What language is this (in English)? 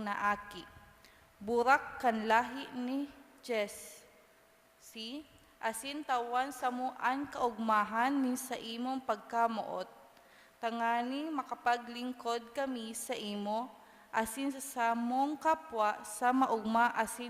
Bikol